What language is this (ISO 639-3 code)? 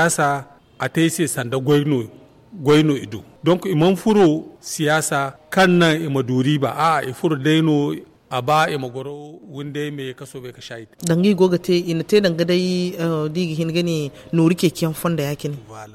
dje